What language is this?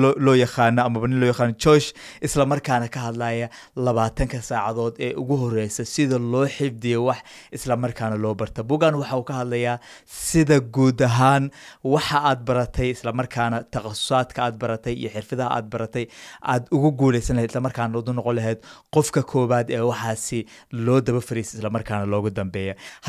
Somali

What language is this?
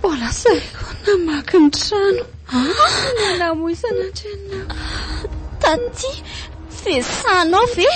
Malagasy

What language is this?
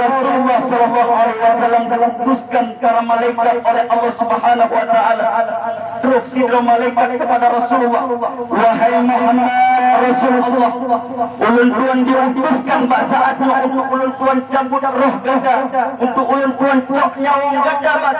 Achinese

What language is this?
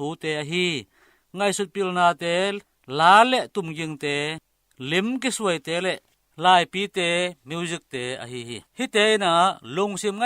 Tedim Chin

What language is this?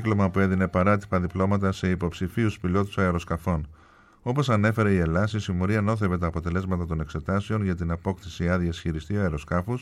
Greek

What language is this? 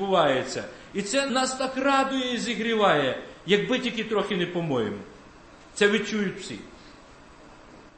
Ukrainian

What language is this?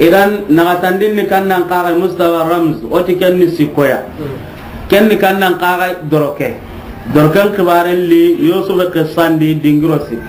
Soninke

